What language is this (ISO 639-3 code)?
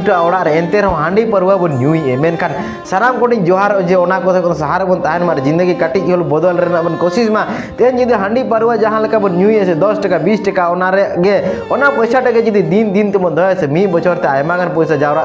sat